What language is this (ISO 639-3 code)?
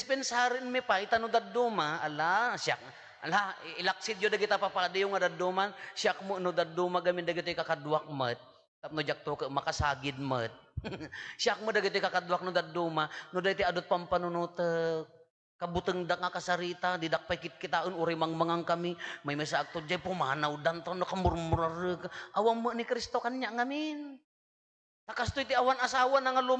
ilo